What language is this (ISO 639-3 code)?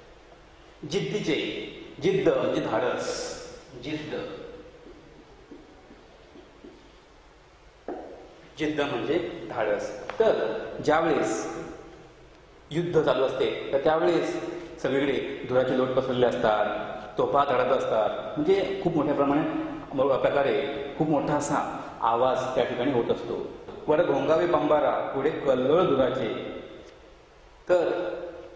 mar